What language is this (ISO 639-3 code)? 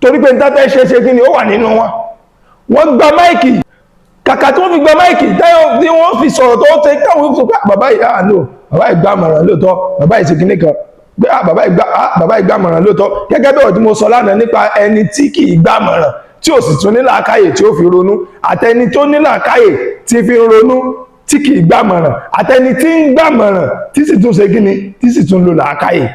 yor